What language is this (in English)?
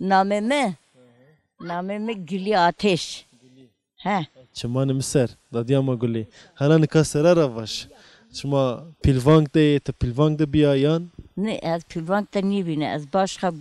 Zaza